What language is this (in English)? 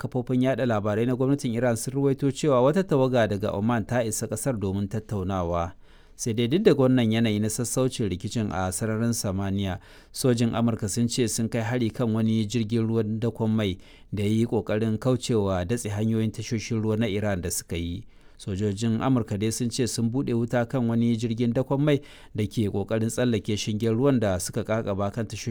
Hausa